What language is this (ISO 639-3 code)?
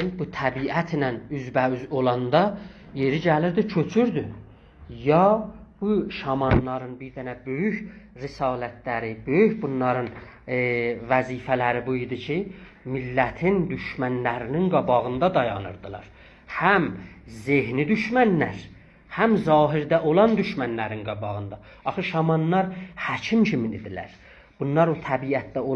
azb